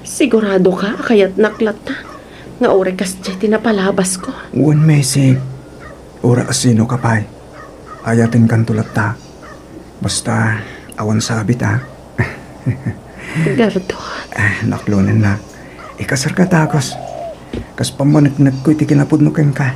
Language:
Iloko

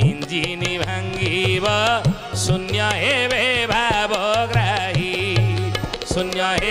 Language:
Odia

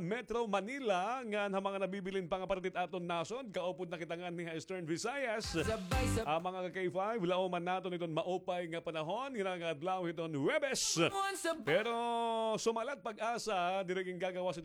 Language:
Waray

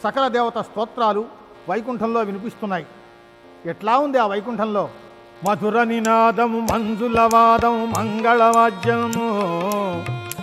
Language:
Telugu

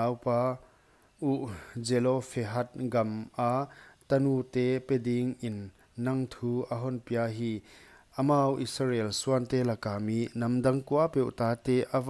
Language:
Paite Chin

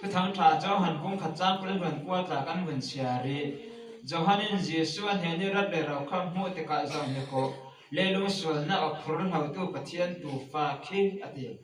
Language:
Falam Chin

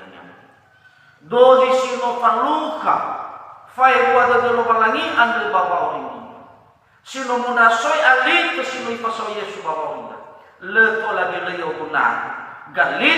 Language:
Nias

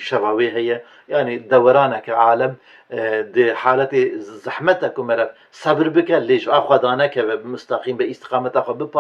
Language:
Kurdish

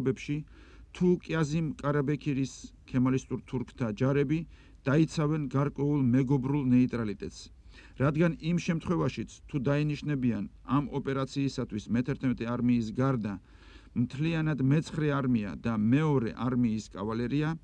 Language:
Georgian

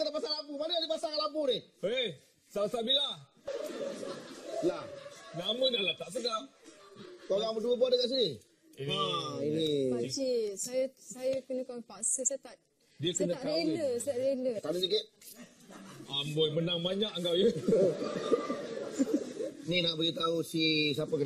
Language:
Malay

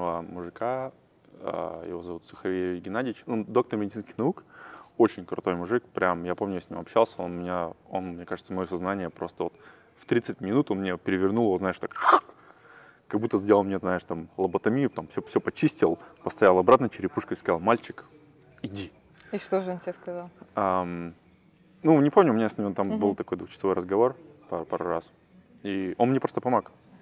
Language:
Russian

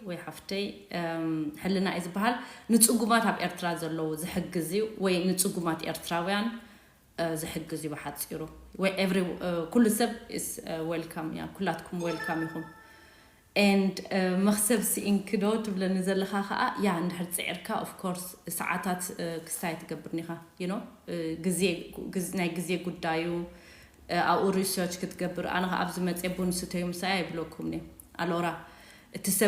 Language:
Tigrinya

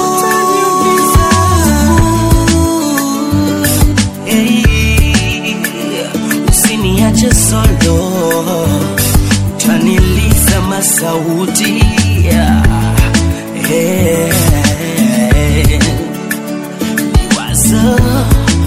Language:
Swahili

